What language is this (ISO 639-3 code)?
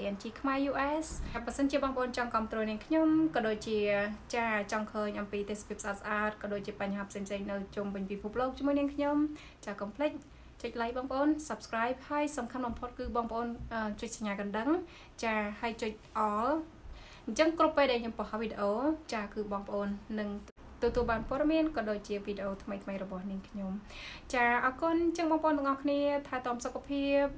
khm